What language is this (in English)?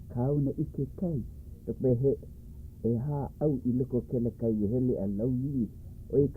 Hawaiian